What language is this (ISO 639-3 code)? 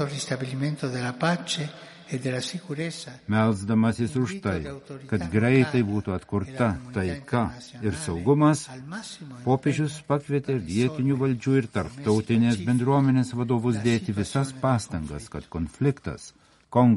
lit